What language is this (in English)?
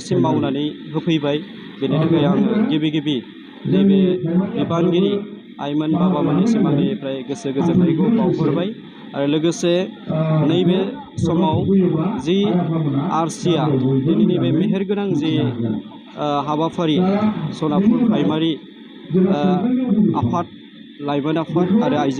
Bodo